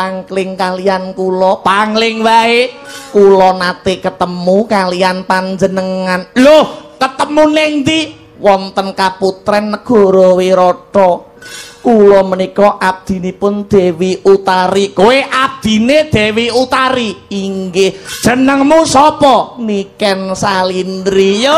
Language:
Javanese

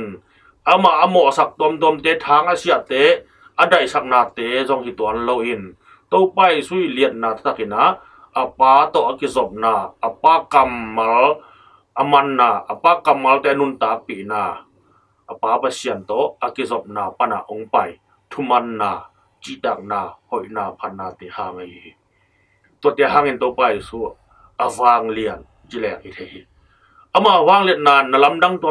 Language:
Tedim Chin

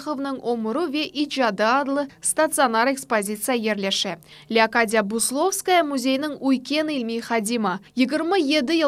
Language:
Crimean Tatar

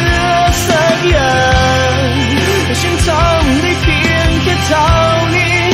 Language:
Thai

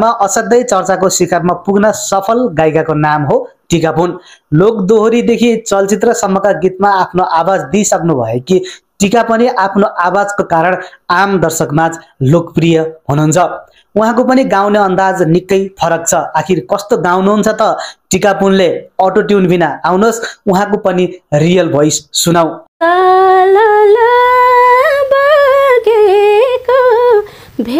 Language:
Nepali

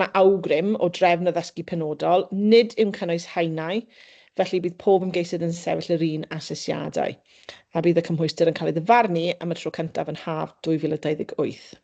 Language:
Welsh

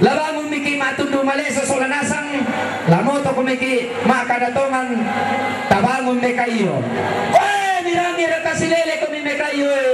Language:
Toraja-Sa'dan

